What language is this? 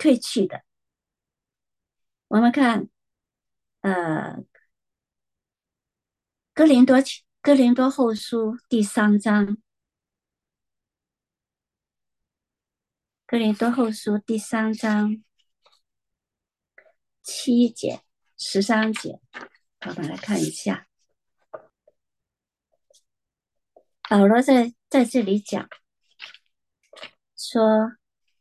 Chinese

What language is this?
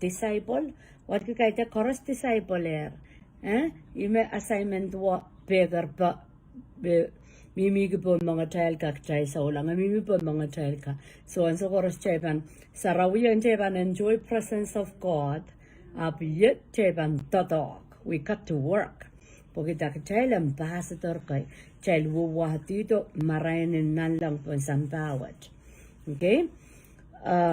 Pohnpeian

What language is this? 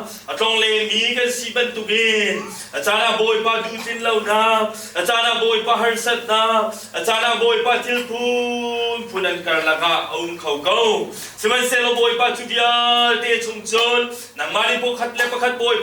Hakha Chin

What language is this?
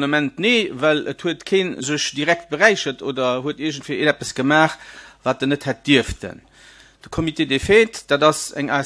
Luxembourgish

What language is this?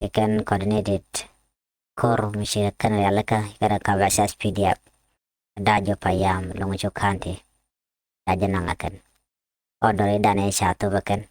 Nuer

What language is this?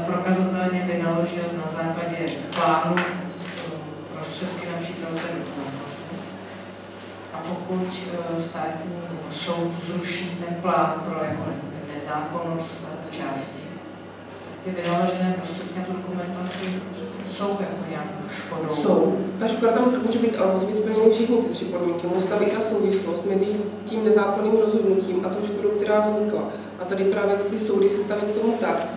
Czech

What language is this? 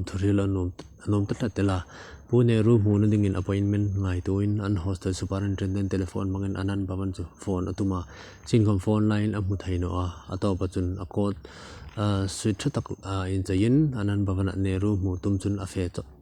Hmar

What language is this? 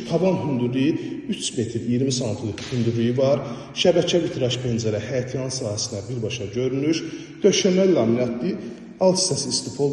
Azerbaijani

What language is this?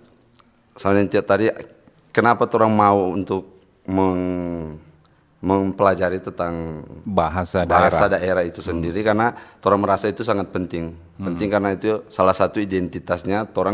Manado Malay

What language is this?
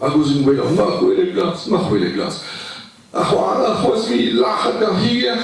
Breton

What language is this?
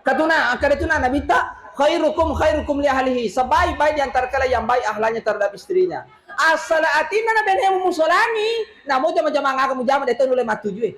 Buginese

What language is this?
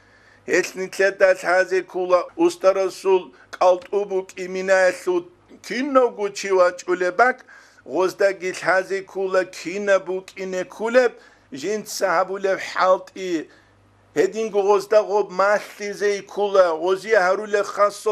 Avaric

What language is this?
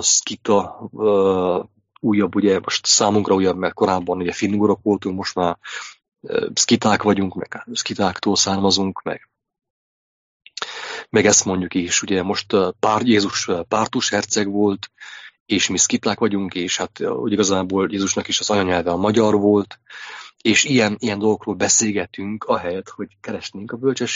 Hungarian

